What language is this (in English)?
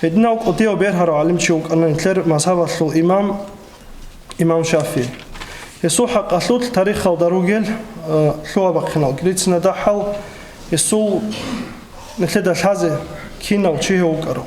Avaric